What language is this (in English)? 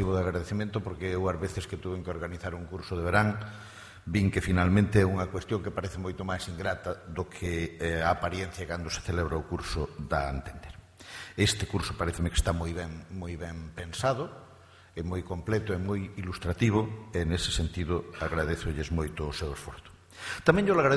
Galician